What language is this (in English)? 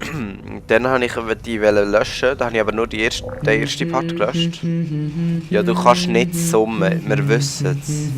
Swiss German